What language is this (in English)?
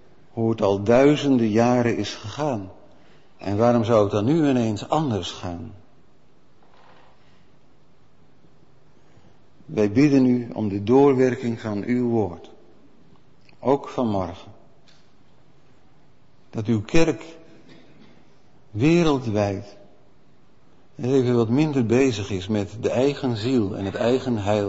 Dutch